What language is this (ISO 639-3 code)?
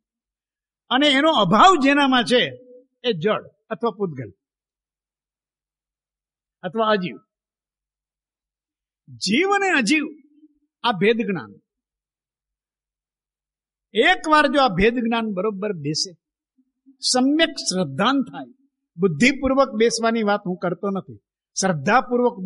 guj